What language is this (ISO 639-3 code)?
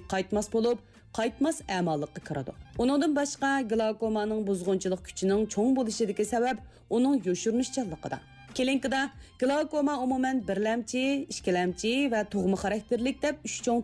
uig